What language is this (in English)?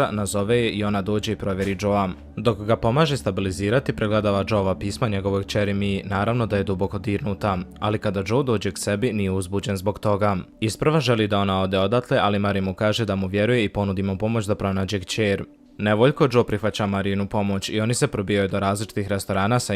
Bosnian